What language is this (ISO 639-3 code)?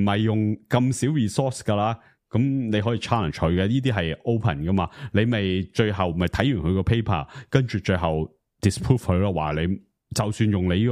yue